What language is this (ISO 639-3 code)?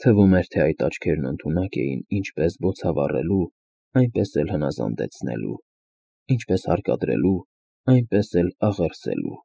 hye